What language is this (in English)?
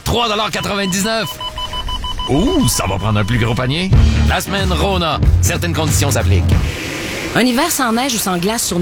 French